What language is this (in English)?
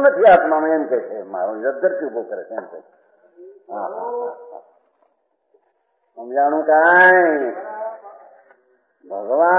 Gujarati